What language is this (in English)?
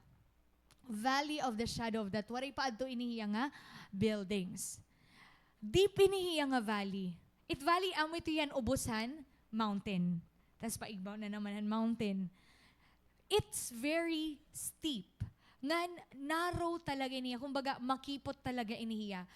Waray